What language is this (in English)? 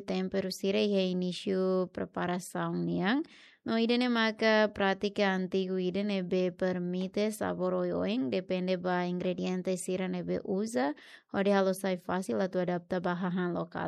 Tetum